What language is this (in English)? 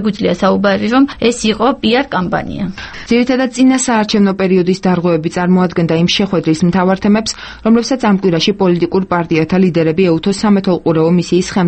Georgian